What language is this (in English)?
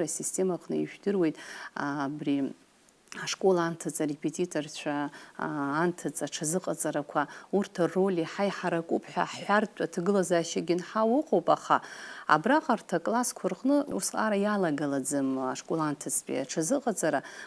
Abkhazian